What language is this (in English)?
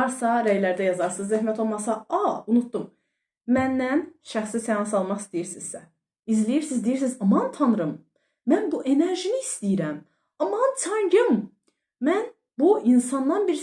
Azerbaijani